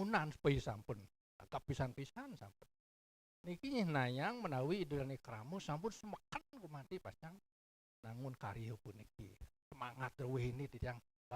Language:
Balinese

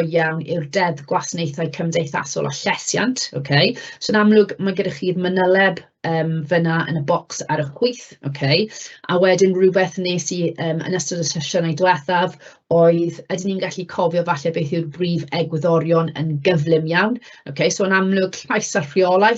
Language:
Welsh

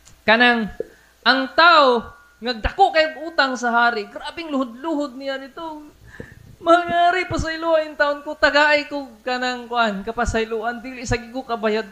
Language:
Cebuano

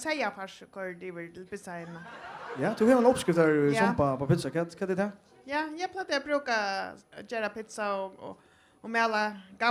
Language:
Faroese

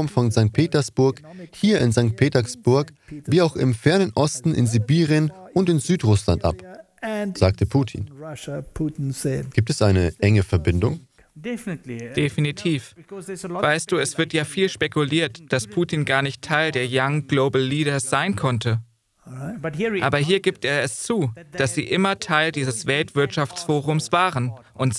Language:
German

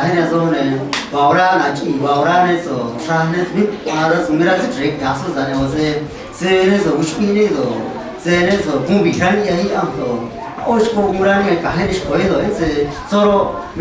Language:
Copala Triqui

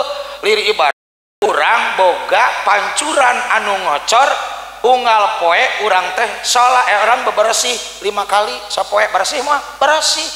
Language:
Sundanese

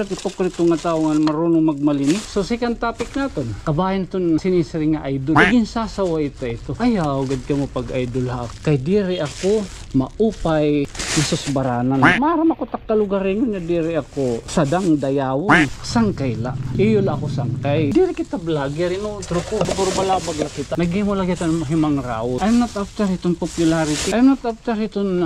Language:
Waray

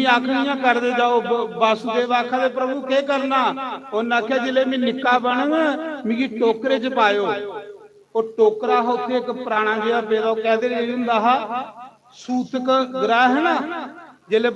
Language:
Dogri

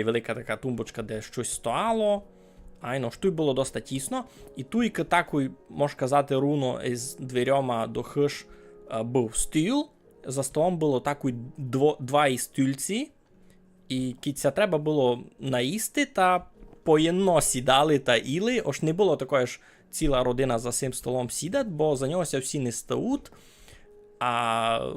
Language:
Rusyn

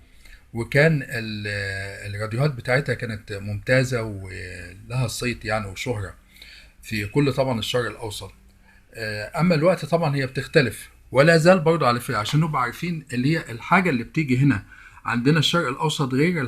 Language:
Egyptian Arabic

